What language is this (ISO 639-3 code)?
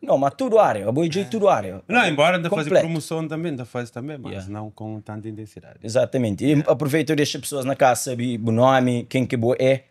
kea